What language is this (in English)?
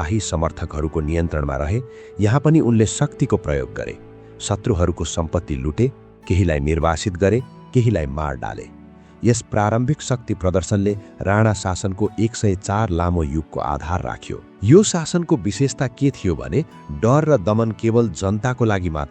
Nepali